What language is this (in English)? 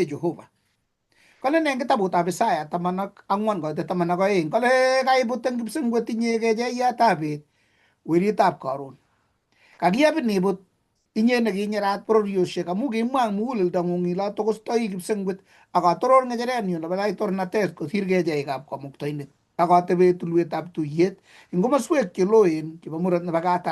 Kalenjin